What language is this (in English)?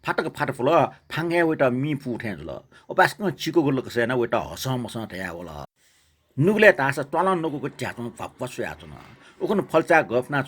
Newari